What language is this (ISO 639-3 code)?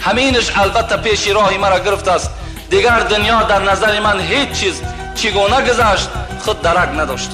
tgk